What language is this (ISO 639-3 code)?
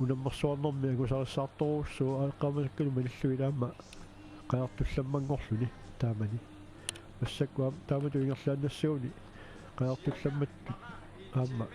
kal